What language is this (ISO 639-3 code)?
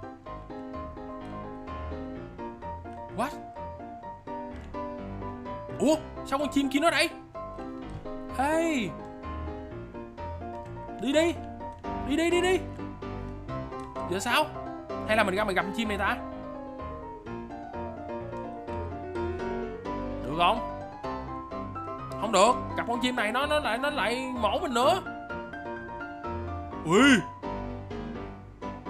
vie